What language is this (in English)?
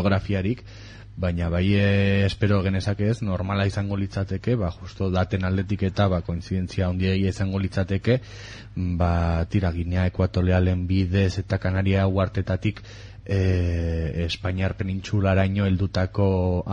Basque